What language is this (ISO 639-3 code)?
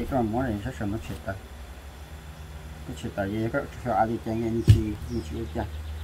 vie